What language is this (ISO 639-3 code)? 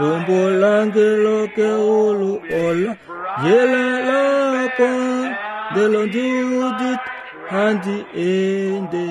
kua